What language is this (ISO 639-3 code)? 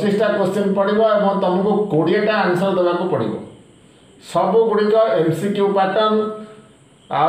ori